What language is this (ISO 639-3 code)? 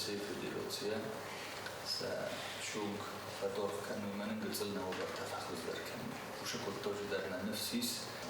oss